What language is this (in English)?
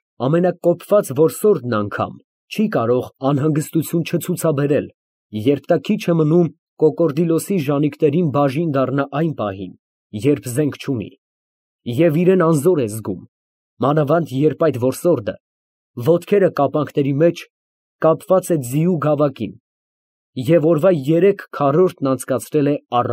Armenian